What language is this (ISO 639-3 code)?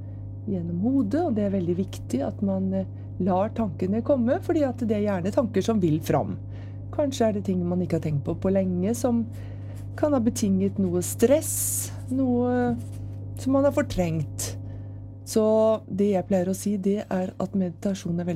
nor